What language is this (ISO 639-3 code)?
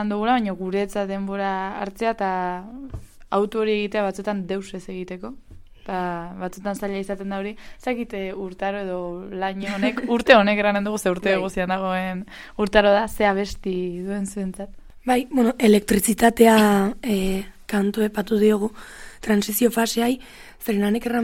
eus